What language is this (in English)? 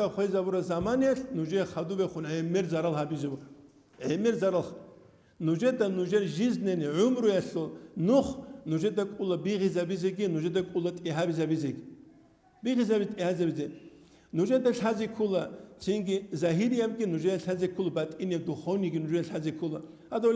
Avaric